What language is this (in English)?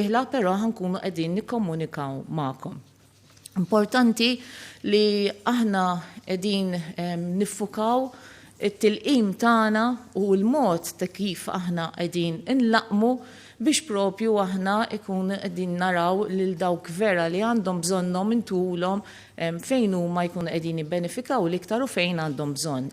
Maltese